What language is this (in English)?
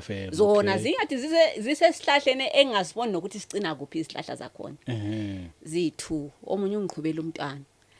Zulu